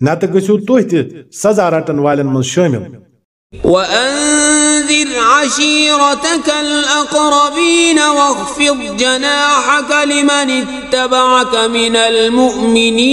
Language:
Kashmiri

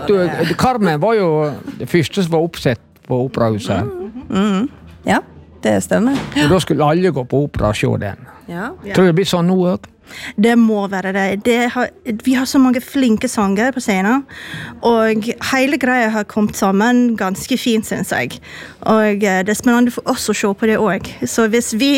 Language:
Norwegian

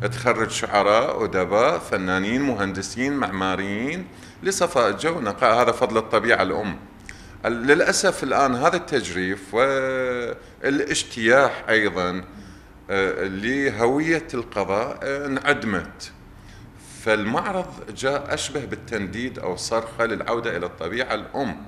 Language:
Mesopotamian Arabic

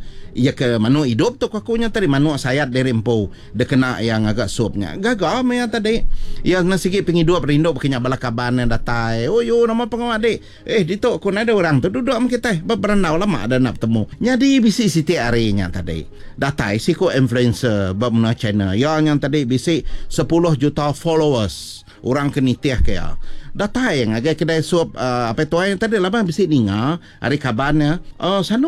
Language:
Iban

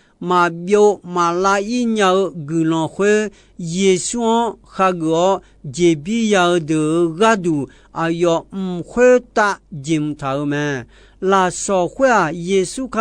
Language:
Akha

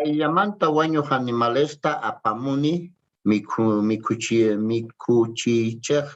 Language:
South Bolivian Quechua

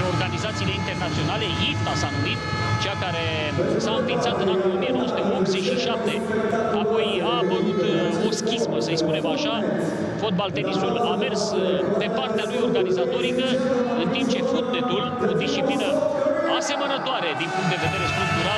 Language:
Romanian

